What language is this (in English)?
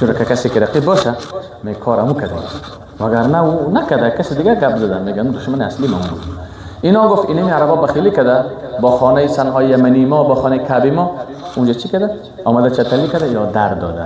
Persian